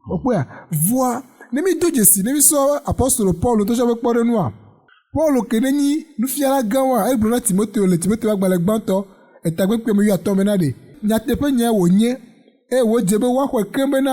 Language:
Ewe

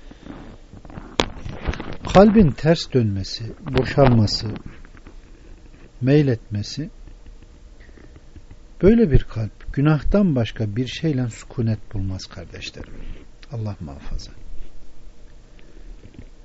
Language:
Turkish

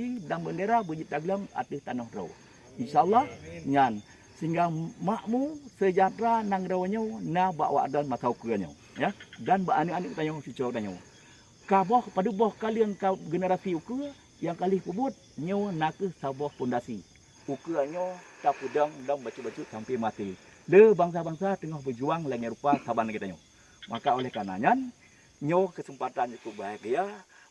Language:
Achinese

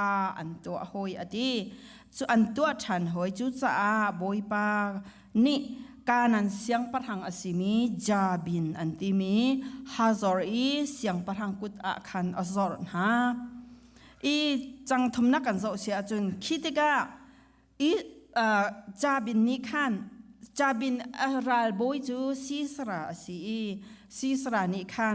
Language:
Hakha Chin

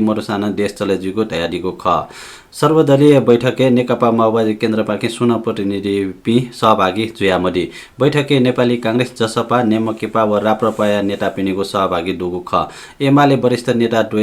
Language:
Newari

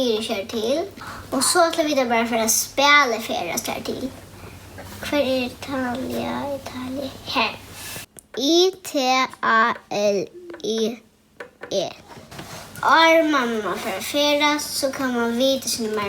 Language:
Faroese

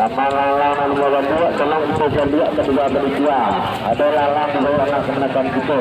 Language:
Minangkabau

